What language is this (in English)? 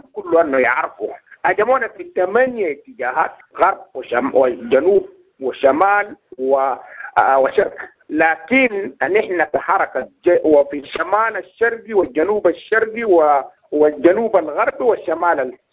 Sudanese Arabic